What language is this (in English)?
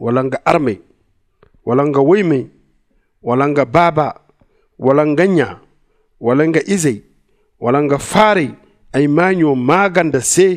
Zarma